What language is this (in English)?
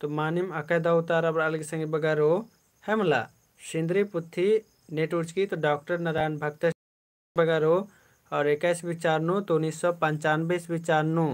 Kurukh